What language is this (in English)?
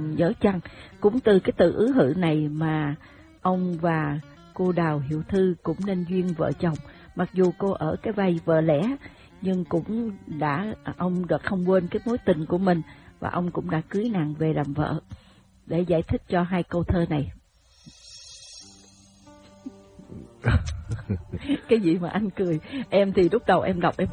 Vietnamese